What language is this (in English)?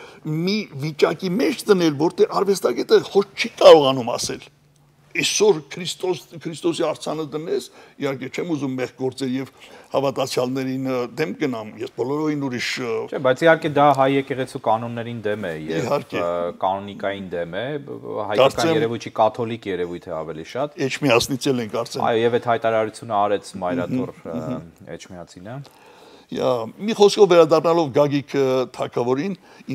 Armenian